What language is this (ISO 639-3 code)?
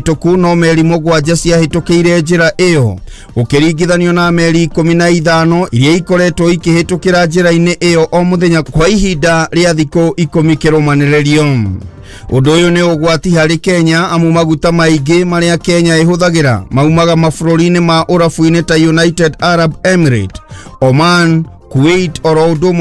kik